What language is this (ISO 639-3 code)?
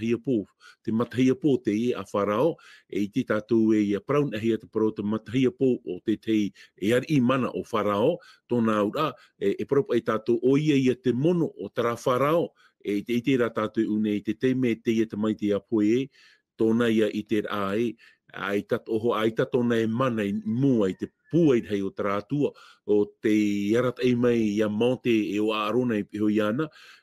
tah